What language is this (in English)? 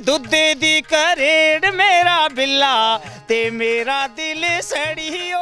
Dogri